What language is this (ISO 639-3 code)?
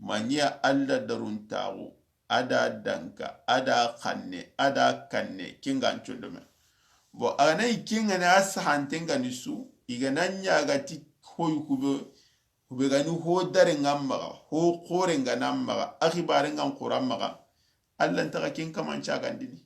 snk